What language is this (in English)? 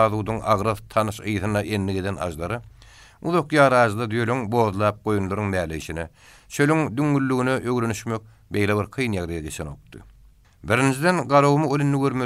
Turkmen